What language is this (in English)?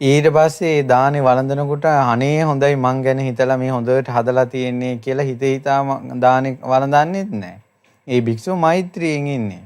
Sinhala